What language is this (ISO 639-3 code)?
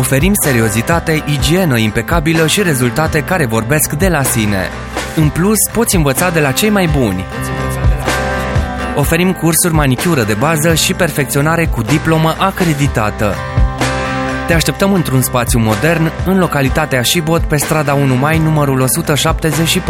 ron